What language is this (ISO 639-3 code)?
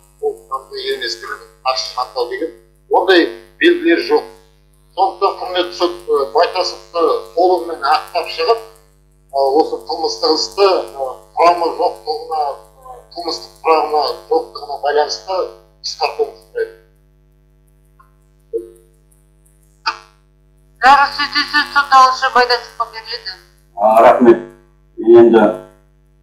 kaz